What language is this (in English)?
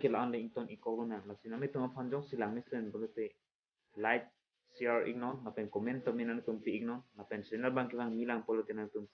Karbi